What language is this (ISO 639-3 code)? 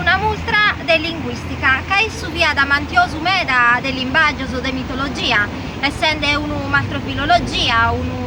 srd